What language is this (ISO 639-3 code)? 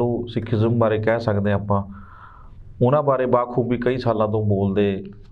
pan